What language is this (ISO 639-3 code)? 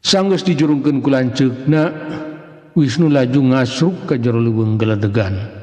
sun